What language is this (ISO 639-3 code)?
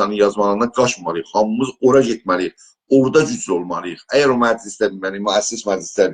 azb